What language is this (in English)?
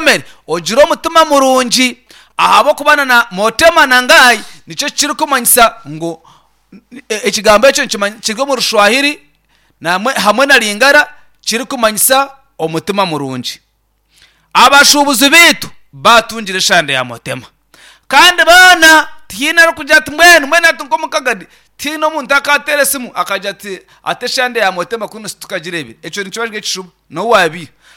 Nyankole